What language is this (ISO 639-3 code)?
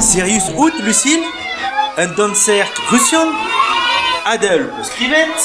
bre